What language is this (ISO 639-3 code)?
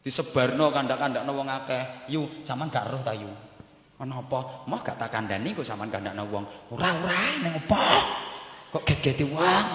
jav